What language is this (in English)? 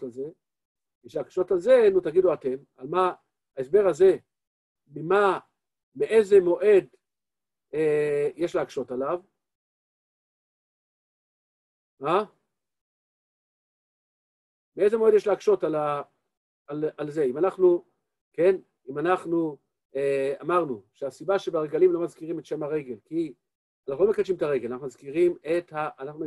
Hebrew